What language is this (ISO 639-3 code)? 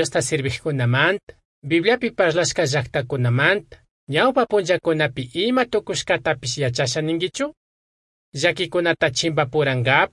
qug